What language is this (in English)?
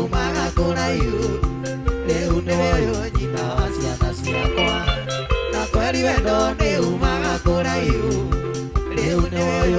Kikuyu